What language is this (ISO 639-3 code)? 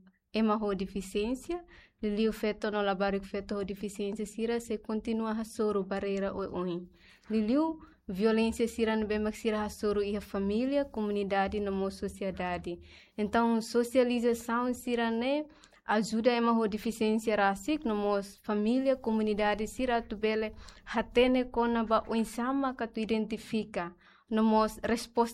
tet